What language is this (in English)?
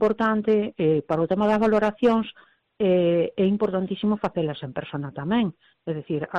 Galician